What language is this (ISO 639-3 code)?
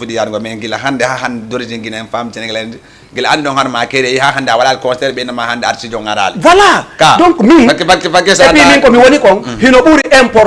ful